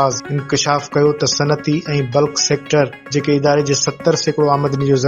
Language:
Sindhi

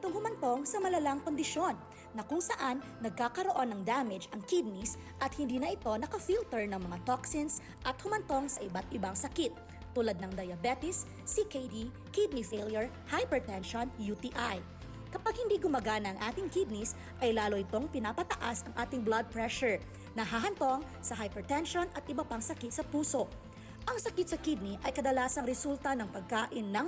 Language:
Bikol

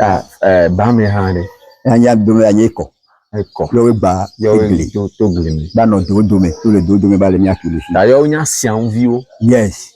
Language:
Ewe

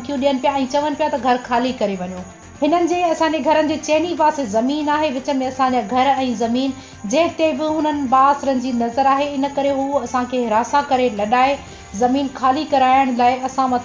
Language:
Sindhi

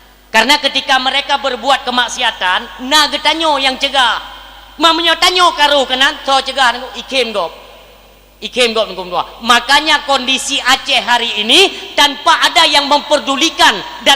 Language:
Achinese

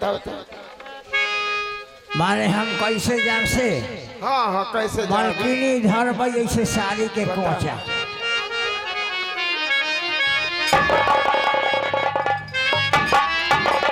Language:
Bhojpuri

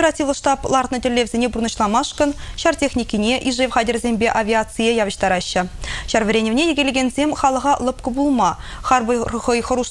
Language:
Chuvash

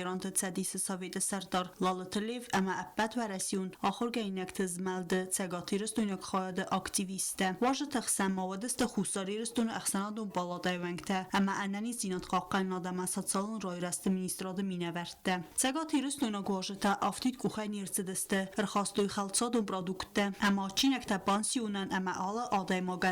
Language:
Ossetic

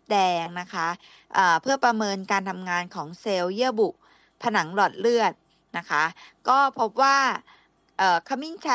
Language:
Thai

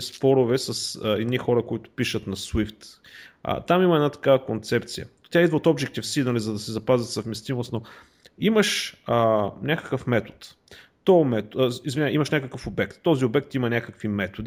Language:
Bulgarian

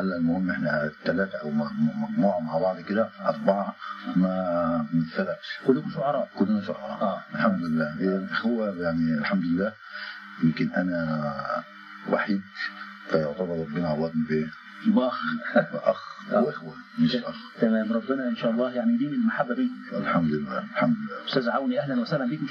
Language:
Egyptian Arabic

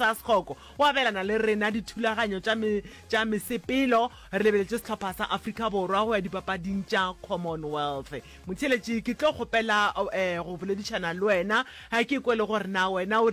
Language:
Northern Sotho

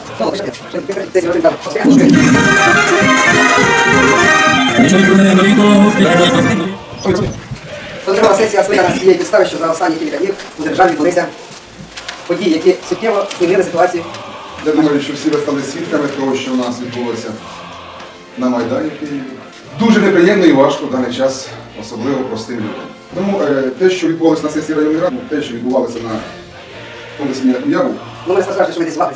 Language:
Ukrainian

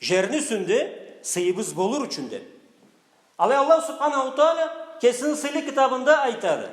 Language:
Karachay-Balkar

